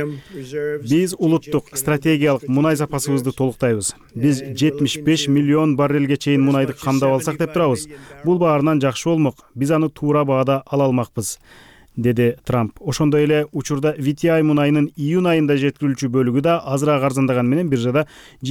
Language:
Kyrgyz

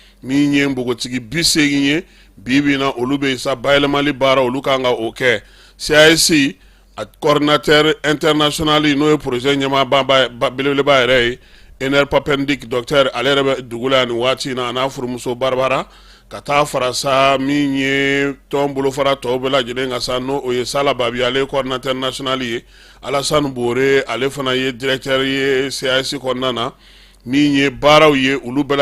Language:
Bambara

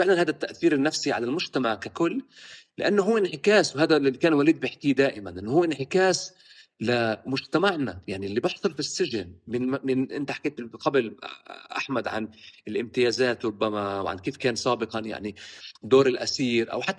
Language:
North Levantine Arabic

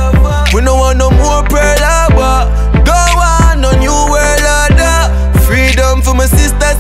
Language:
Jamaican Creole English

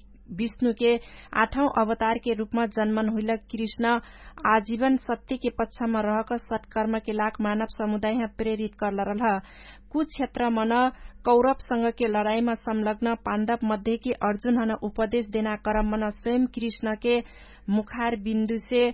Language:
Dangaura Tharu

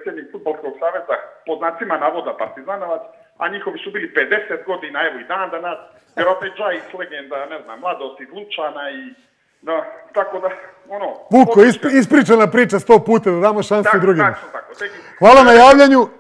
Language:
Serbian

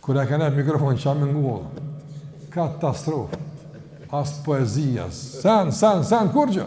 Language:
Albanian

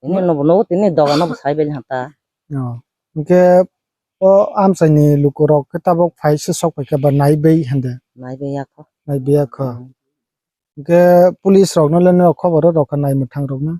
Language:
Kok Borok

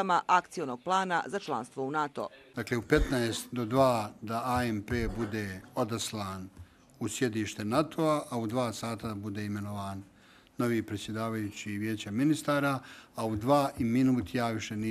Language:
Croatian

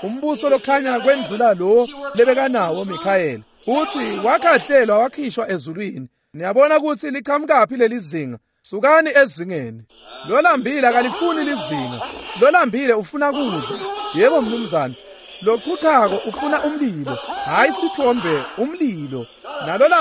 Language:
Swati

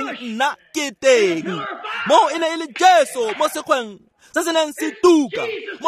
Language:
Tswana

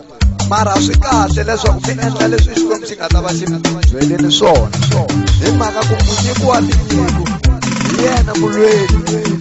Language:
Tsonga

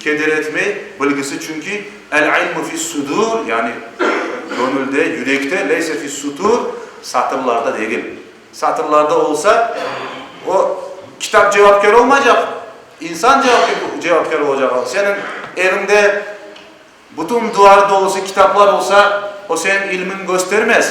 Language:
Crimean Tatar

